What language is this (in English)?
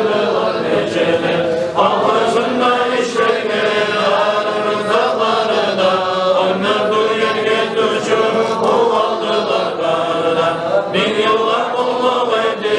Kumyk